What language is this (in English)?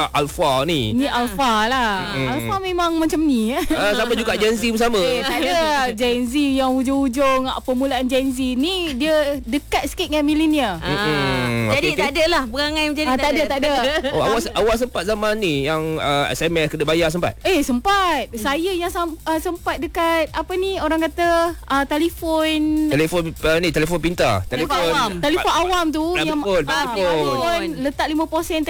Malay